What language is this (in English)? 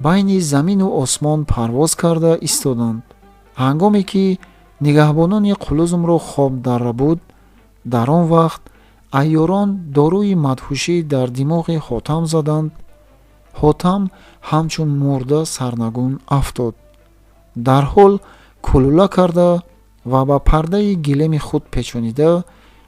Tajik